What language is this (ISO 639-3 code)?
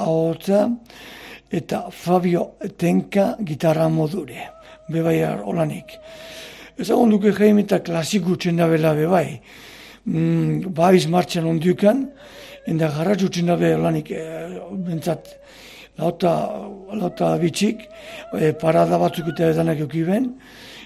eus